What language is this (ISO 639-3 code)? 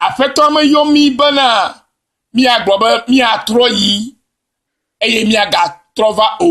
ewe